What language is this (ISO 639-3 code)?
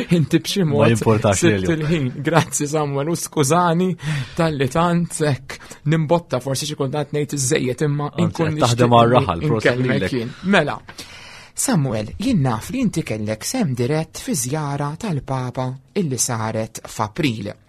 mlt